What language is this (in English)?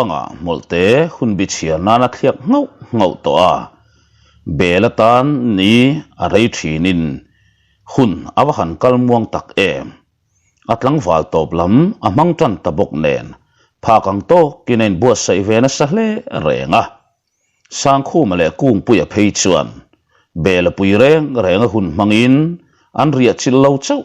Mizo